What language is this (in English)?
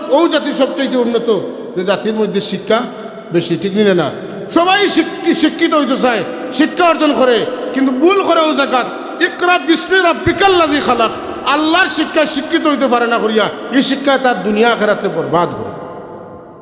Sylheti